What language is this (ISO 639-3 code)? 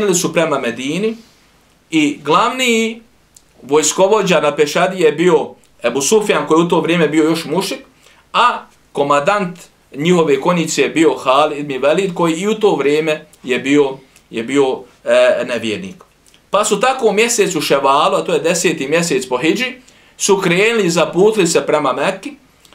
bos